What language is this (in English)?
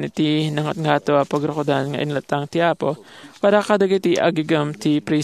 Iloko